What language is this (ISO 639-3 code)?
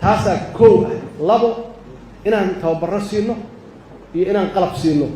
som